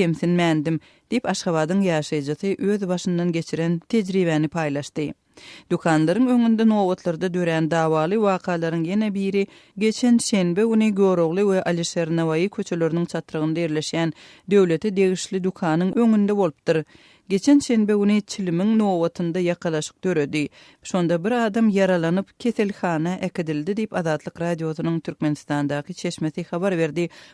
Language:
Turkmen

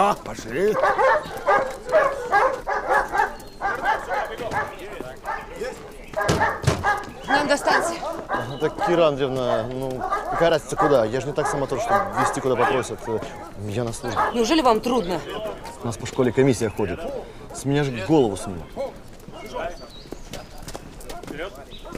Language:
Russian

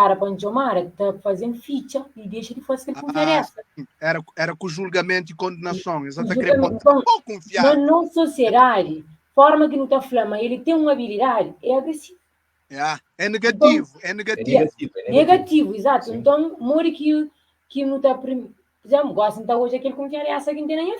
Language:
Kabuverdianu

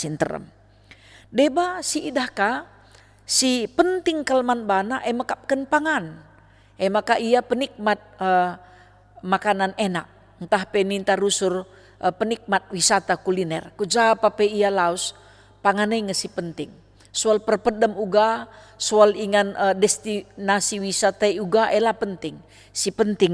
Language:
Batak Karo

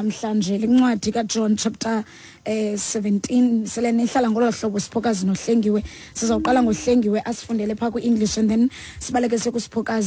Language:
Xhosa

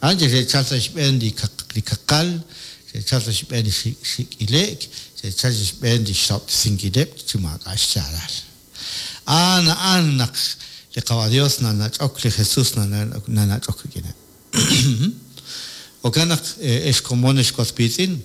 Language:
Kekchí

